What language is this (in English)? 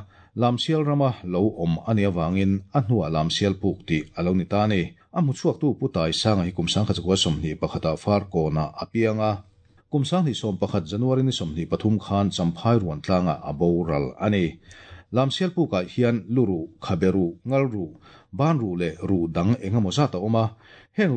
Mizo